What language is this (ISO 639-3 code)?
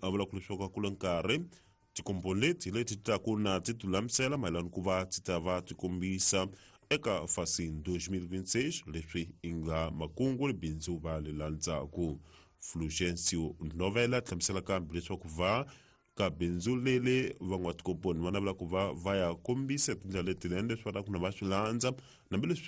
tso